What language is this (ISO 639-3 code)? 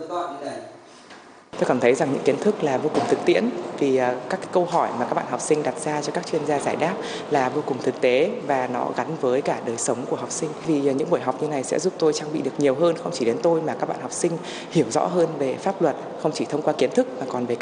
vie